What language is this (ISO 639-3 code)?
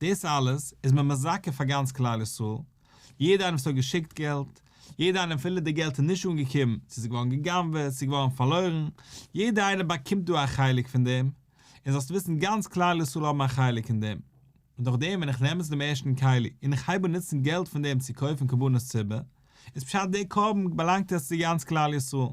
yid